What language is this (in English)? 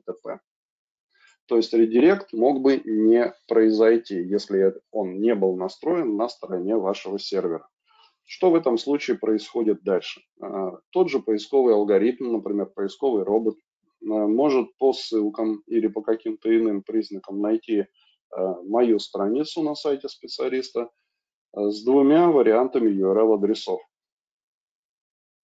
Russian